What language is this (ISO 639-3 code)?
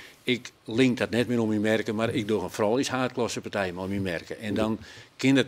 fry